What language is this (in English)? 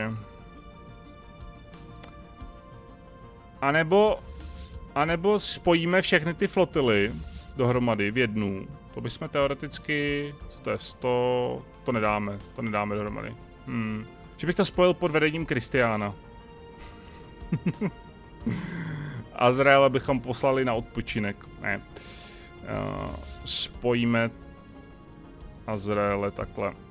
Czech